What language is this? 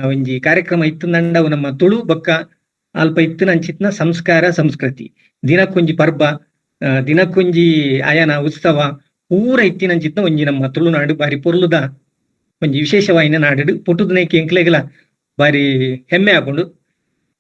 Tulu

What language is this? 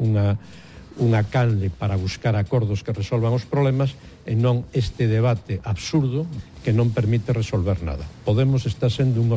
Galician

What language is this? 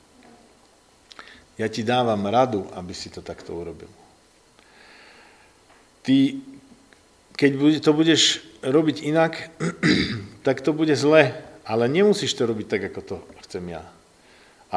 Slovak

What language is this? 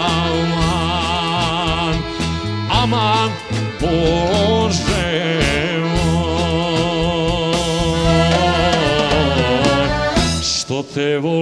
Serbian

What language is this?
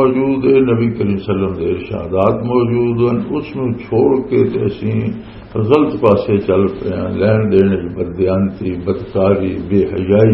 Western Panjabi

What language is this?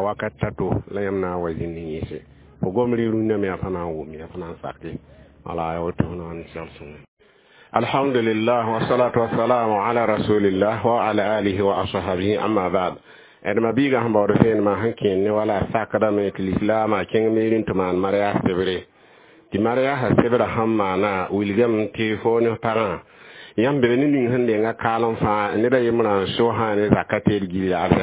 Mossi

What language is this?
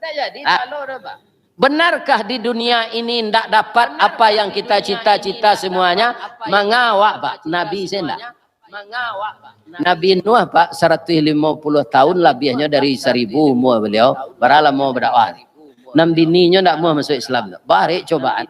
Minangkabau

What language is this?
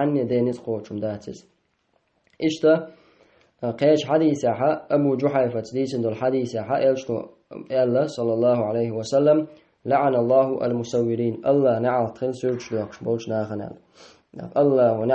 Chechen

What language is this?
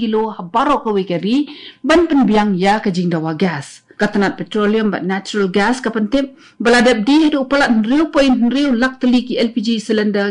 Khasi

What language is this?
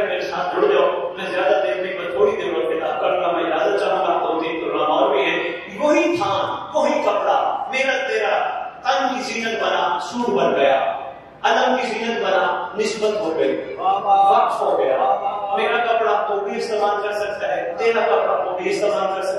Urdu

